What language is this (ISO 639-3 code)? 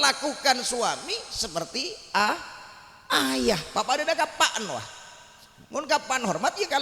mad